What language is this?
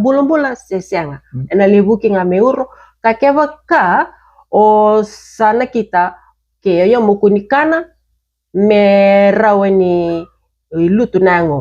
Fijian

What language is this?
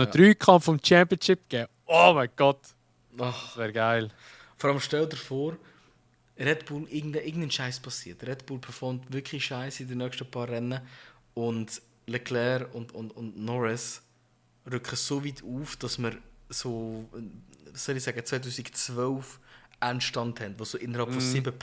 Swiss German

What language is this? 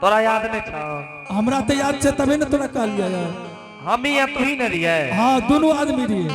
Angika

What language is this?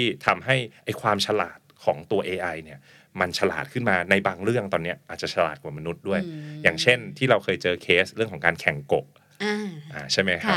Thai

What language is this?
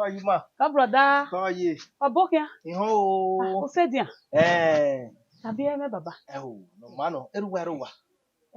Bini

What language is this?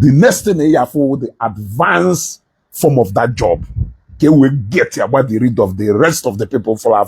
Igbo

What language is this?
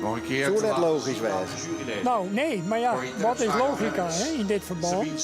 Western Frisian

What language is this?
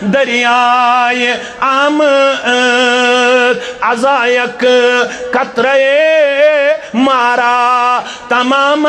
Kashmiri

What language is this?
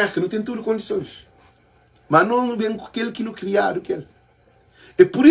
Kabuverdianu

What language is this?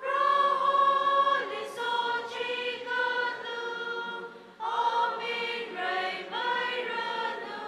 Tangkhul Naga (India)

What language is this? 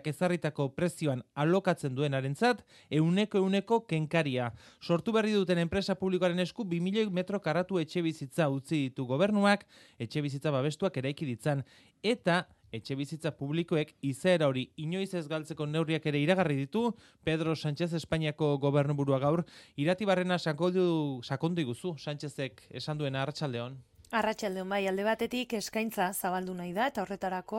Basque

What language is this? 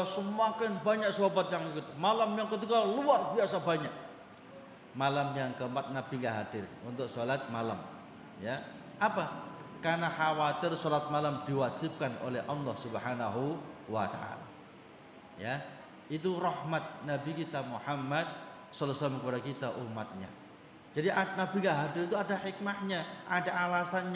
Indonesian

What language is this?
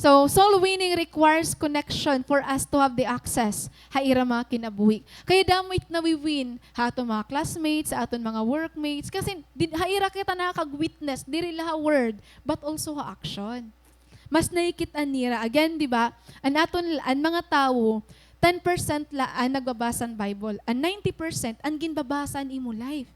Waray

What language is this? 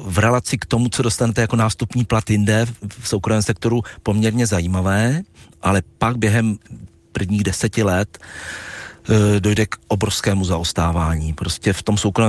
Czech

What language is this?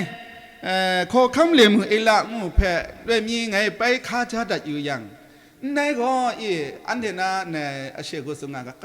Kachin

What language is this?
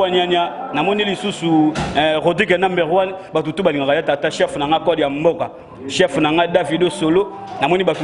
Lingala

